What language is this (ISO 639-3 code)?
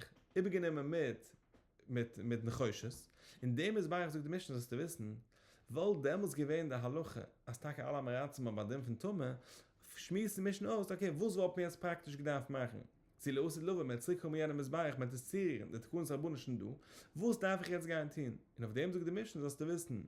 yid